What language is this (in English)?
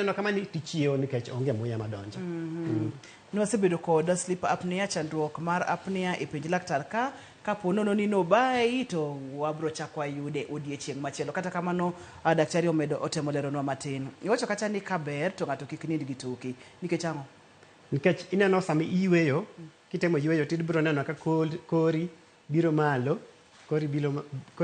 Luo (Kenya and Tanzania)